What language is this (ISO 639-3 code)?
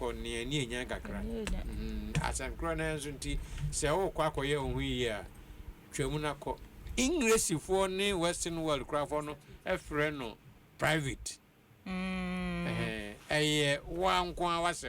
aka